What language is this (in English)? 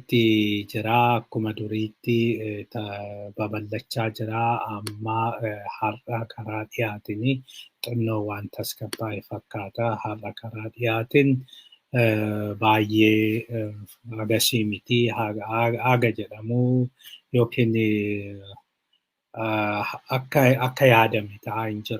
Oromo